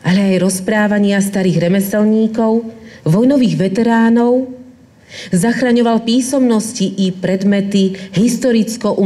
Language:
Slovak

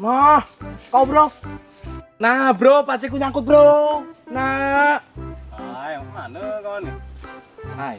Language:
Musi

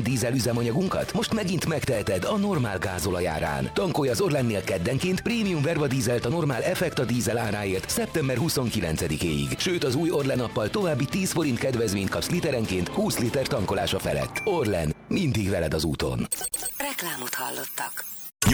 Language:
Hungarian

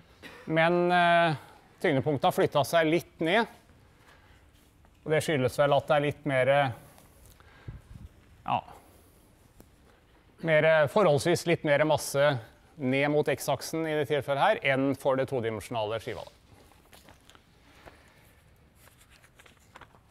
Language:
Norwegian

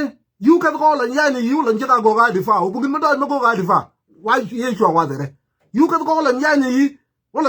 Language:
Nuer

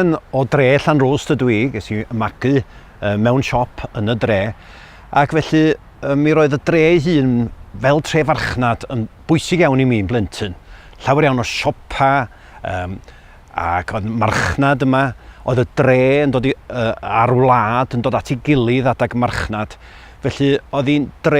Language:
Welsh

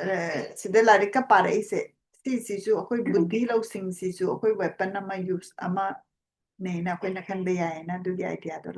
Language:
Manipuri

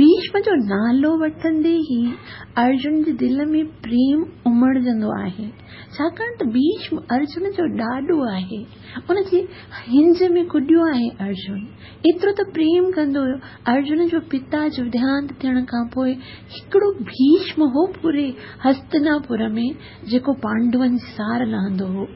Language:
Sindhi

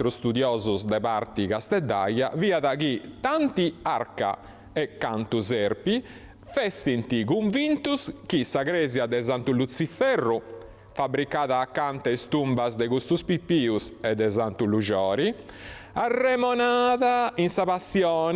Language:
Sardinian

